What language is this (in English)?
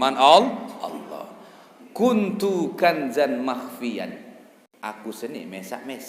Sasak